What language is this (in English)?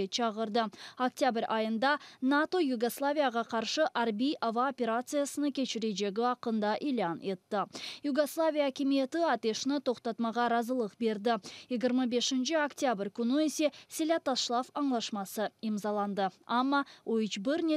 Crimean Tatar